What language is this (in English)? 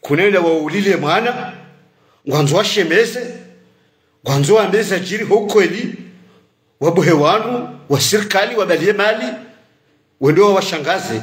Ngazidja Comorian